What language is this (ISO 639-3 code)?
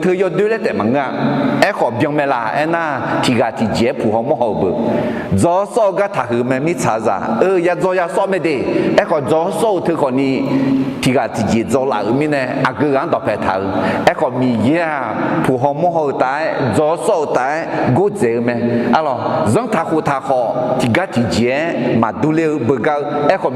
ahk